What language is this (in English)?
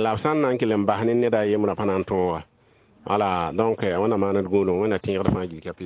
Mossi